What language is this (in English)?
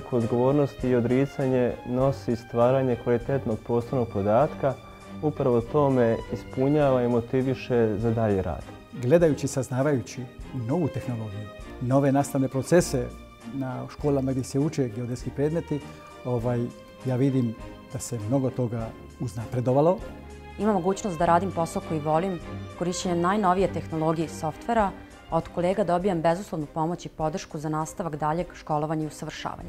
Serbian